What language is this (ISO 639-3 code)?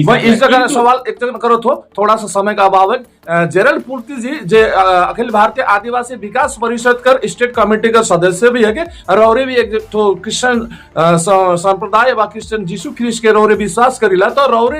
sck